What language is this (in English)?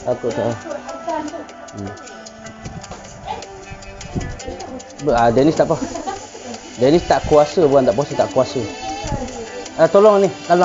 Malay